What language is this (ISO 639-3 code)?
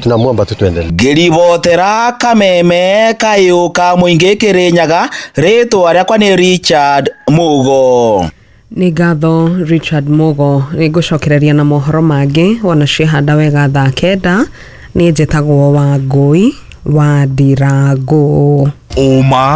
kik